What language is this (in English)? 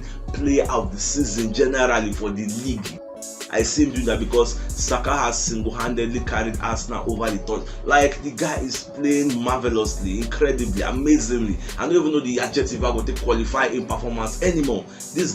Nigerian Pidgin